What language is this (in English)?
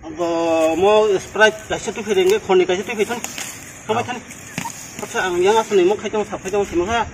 Kok Borok